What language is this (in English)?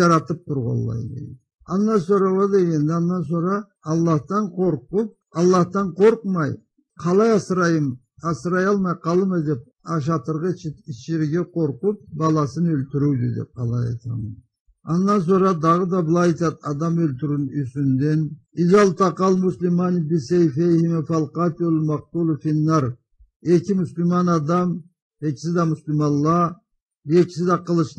Karachay-Balkar